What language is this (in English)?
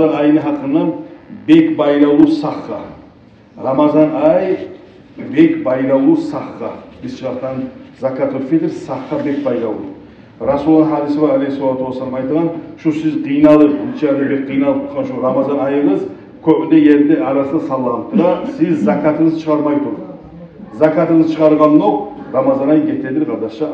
Kumyk